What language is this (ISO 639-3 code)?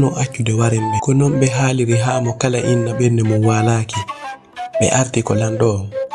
ful